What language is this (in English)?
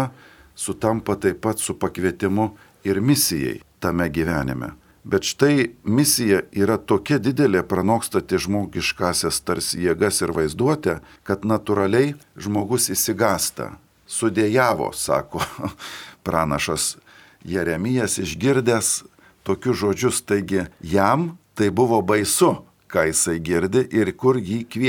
Lithuanian